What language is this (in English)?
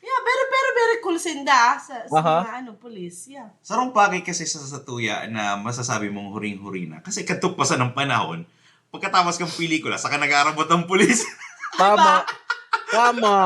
Bikol